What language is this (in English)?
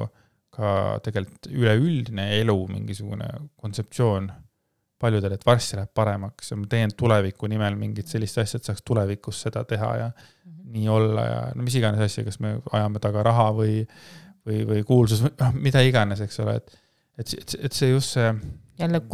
Estonian